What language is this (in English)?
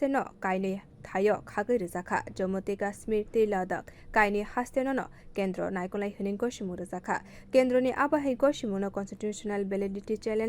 Kok Borok